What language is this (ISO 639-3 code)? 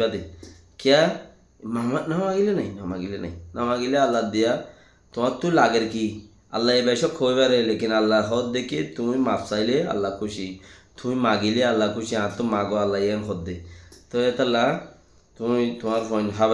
rhg